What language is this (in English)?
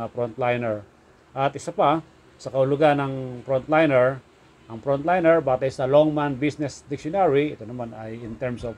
Filipino